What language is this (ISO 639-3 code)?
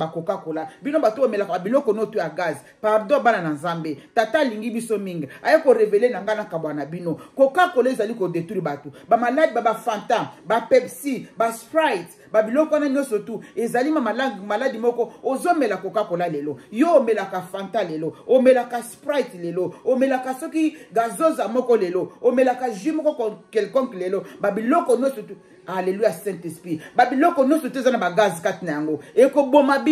lin